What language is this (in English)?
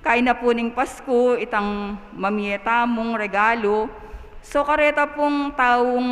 Pampanga